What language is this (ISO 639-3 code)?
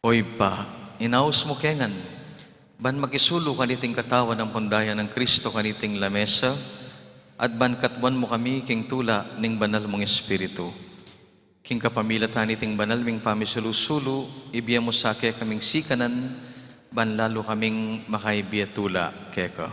pam